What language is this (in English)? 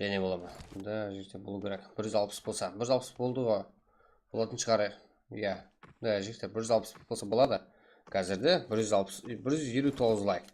Kara-Kalpak